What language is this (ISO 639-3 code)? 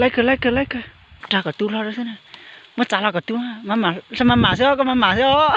hmn